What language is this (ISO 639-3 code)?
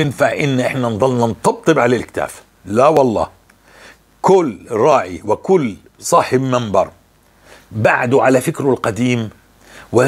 apc